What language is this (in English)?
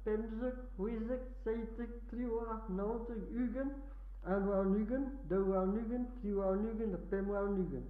Breton